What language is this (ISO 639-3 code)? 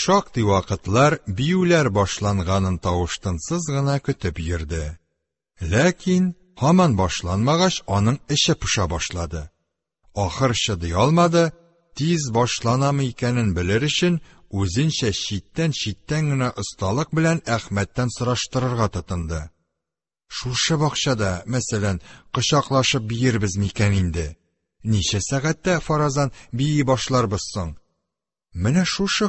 tat